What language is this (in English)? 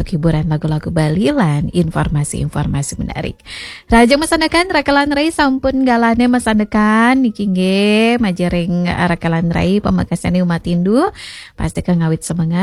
Balinese